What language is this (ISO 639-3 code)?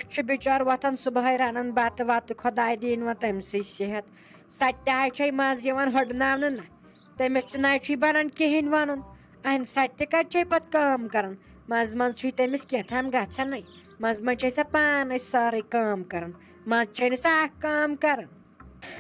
kas